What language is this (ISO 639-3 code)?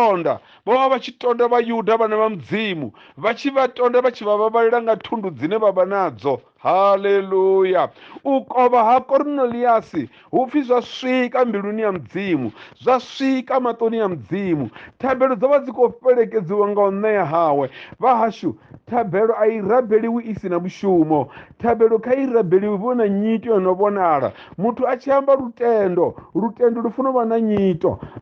ven